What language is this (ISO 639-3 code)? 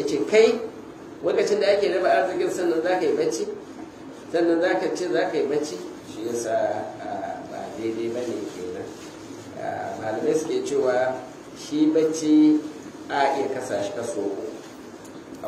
hau